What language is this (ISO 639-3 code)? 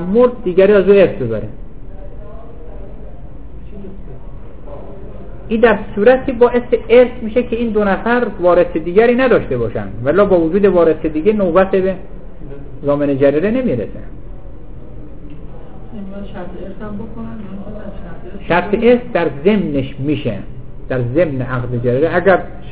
fas